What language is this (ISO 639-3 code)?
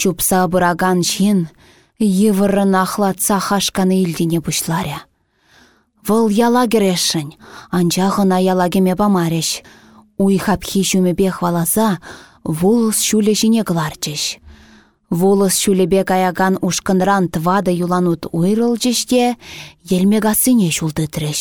chv